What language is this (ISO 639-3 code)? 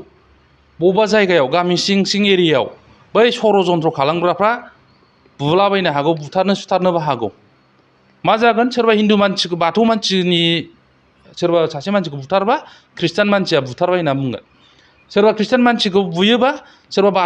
brx